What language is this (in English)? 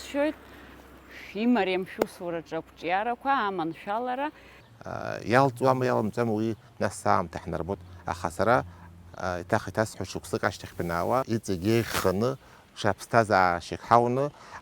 Abkhazian